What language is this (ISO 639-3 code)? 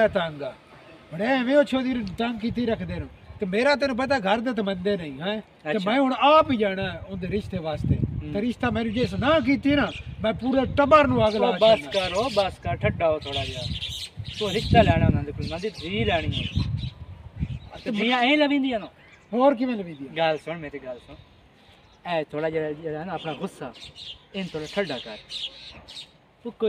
pan